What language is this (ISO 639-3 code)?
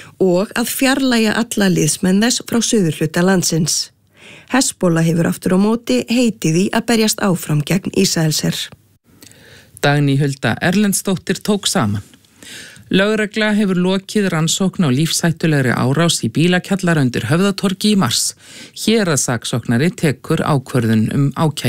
isl